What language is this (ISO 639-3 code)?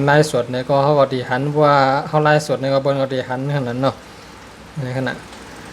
shn